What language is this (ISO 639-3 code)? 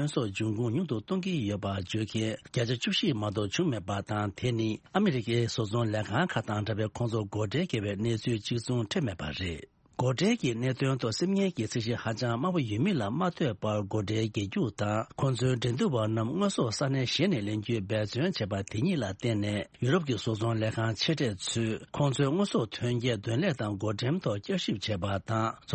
bod